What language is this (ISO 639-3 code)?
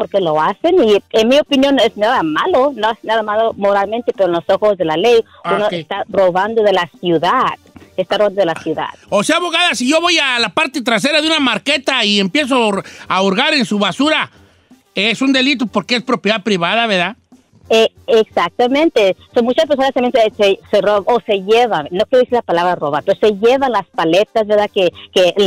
spa